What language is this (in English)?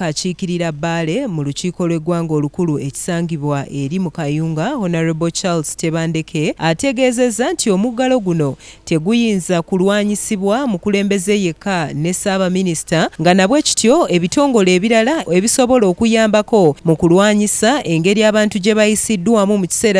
Ganda